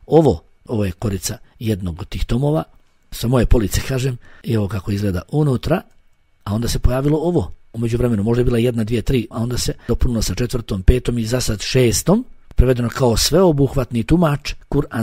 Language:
Bosnian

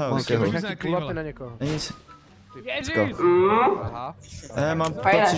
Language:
Czech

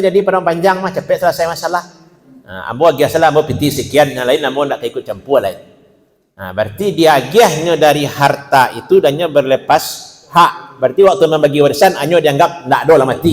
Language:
Minangkabau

